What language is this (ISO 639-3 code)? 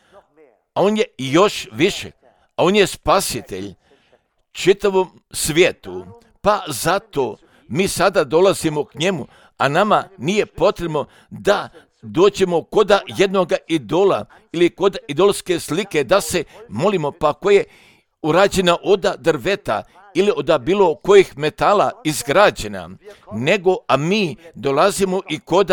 hrv